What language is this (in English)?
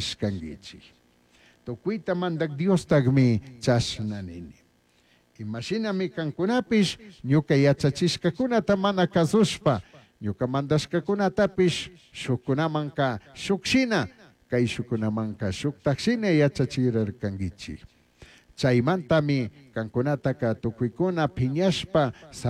Chimborazo Highland Quichua